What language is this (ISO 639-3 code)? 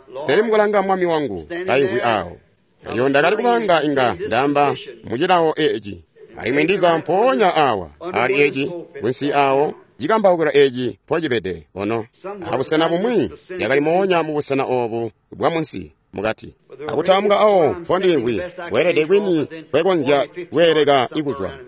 toi